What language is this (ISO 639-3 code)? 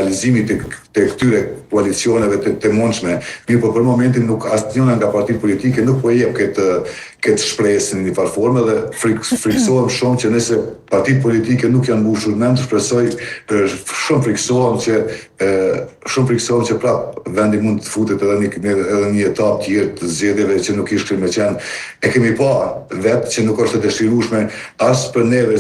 sqi